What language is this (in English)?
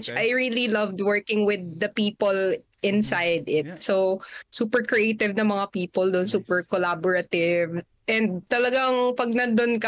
Filipino